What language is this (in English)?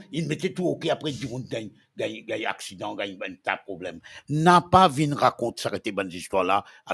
Morisyen